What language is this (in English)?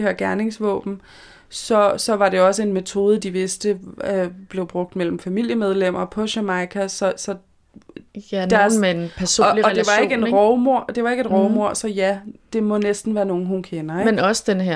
Danish